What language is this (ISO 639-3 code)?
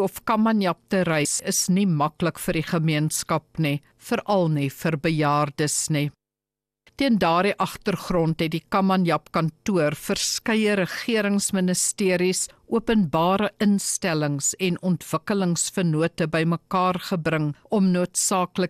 afr